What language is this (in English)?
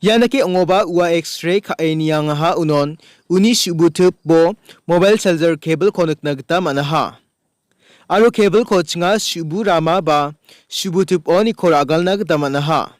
Garo